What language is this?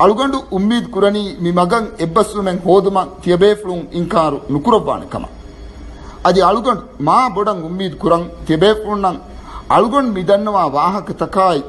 Divehi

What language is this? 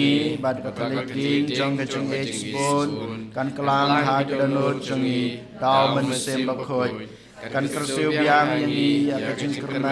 Khasi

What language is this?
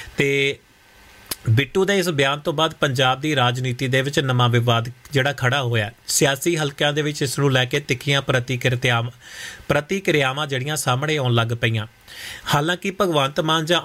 Punjabi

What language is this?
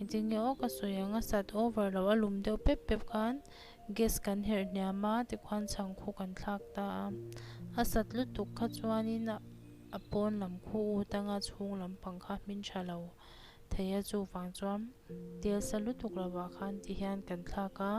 Mizo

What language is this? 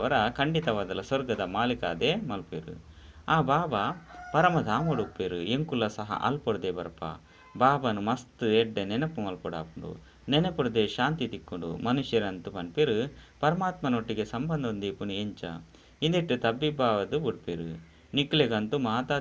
Tulu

